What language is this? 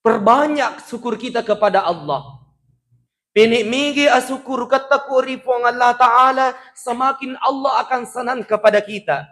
Buginese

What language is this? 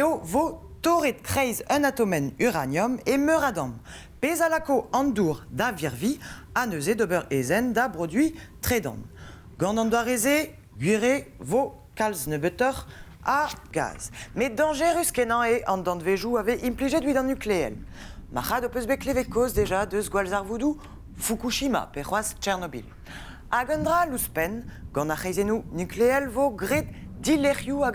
Breton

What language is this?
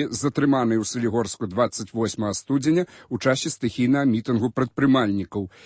Belarusian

